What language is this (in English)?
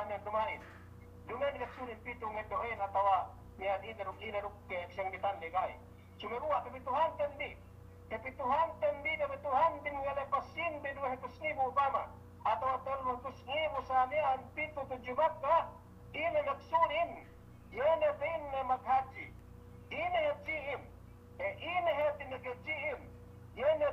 Yakan